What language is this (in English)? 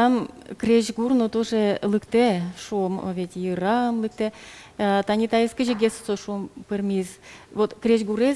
Udmurt